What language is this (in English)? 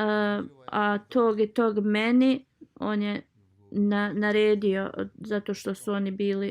Bosnian